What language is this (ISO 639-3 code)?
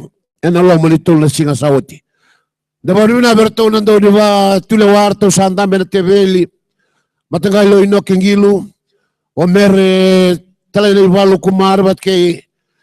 fij